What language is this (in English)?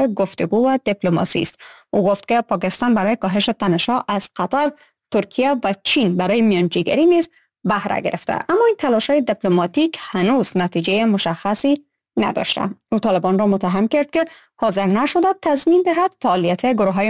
Persian